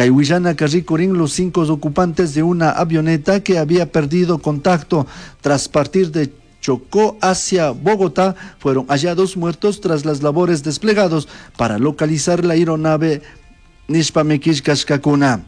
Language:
Chimborazo Highland Quichua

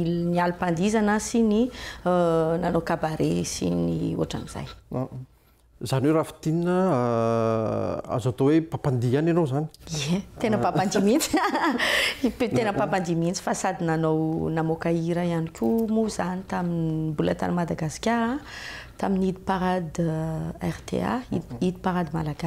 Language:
Malagasy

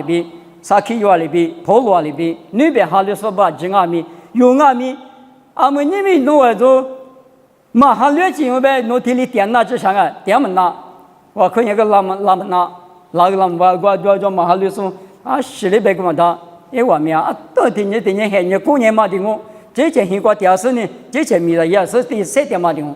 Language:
Lisu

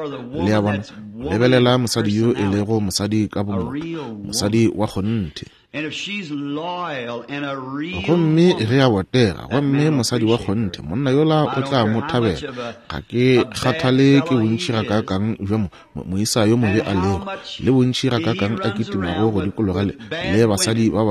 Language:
Northern Sotho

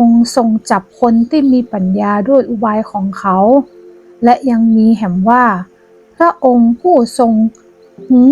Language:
Northern Thai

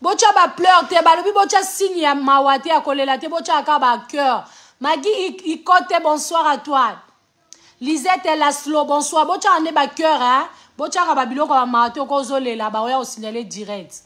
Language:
Lingala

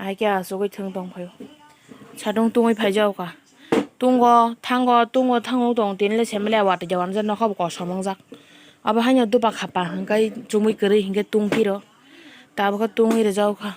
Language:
Kok Borok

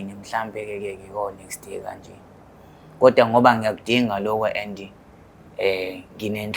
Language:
Zulu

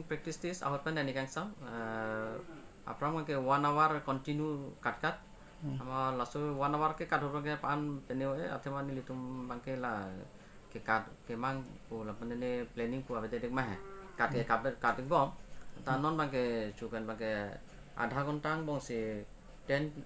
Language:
Karbi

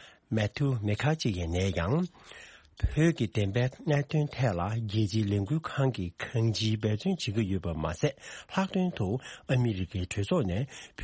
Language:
Tibetan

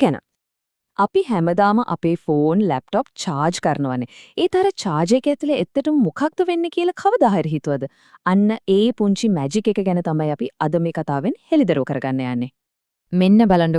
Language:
Sinhala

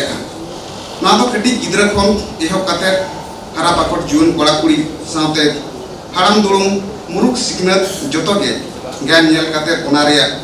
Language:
Santali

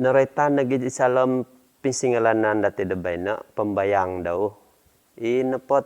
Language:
Central Dusun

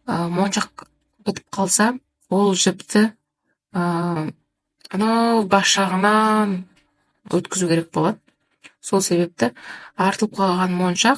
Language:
Kazakh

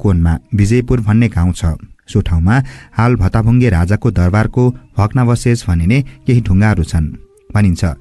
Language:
Nepali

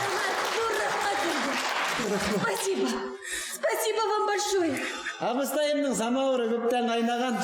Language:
Bashkir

